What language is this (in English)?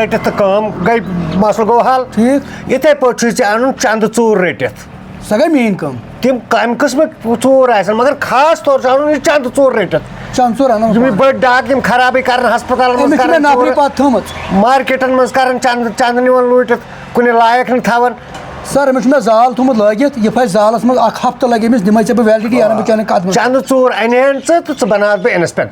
Kashmiri